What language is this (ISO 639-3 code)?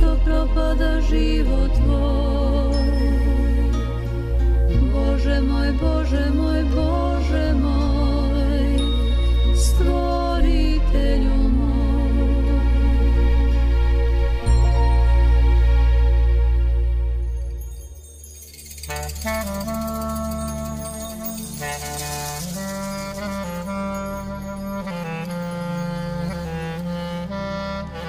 srp